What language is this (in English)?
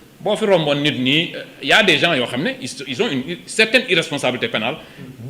Wolof